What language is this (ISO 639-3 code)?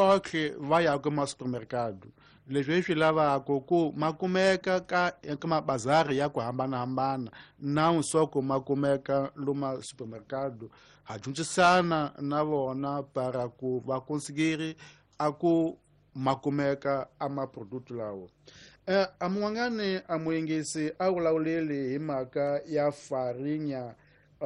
tso